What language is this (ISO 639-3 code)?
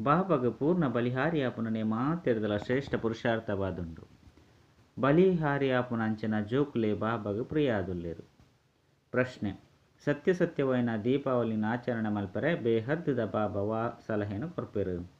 tcy